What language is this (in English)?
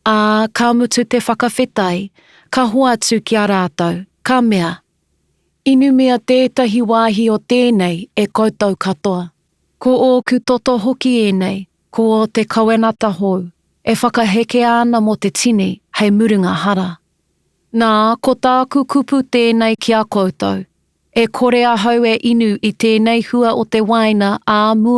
Māori